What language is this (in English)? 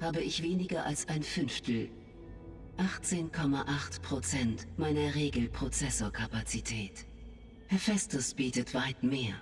Bavarian